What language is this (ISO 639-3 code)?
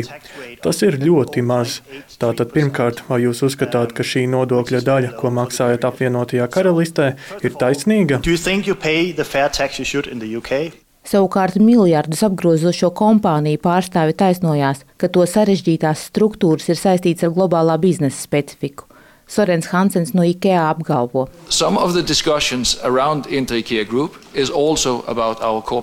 lav